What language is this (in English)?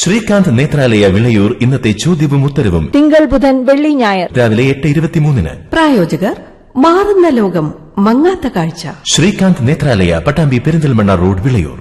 Malayalam